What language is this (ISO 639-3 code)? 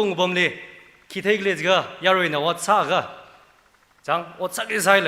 nmf